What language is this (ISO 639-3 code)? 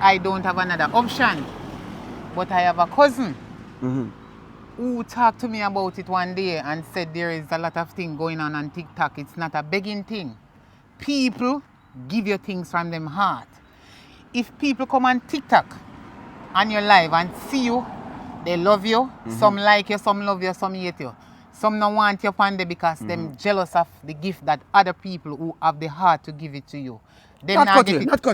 jam